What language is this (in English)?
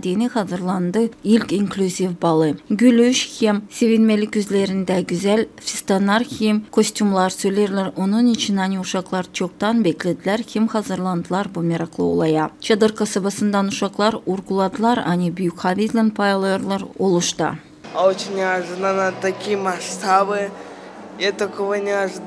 Gagauz